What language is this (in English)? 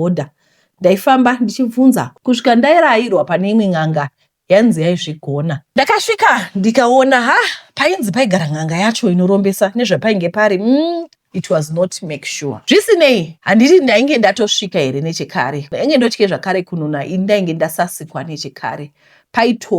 Shona